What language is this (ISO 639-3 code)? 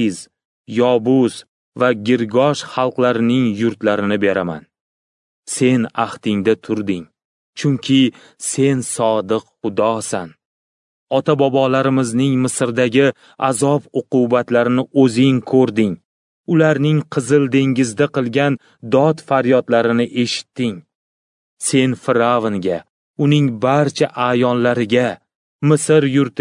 uzb